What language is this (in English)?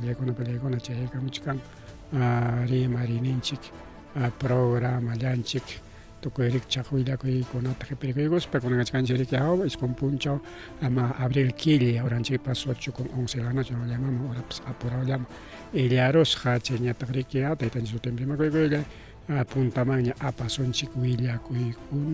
Ayacucho Quechua